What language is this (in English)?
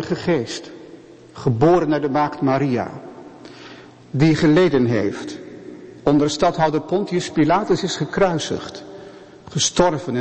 Dutch